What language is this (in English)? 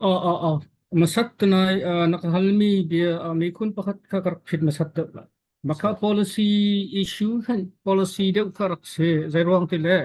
Hakha Chin